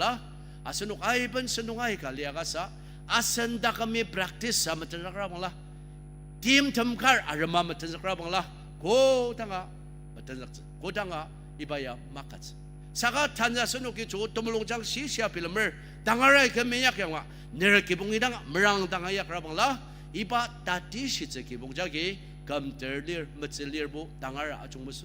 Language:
Ao Naga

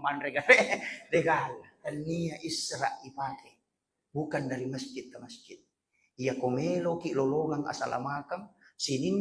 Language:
Buginese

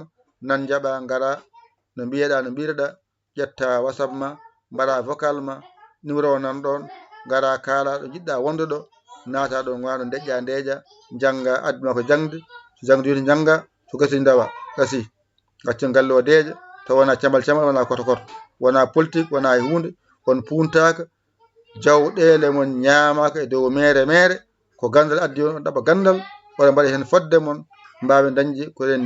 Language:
Fula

